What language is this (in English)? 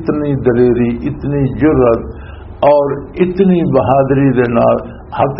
Western Panjabi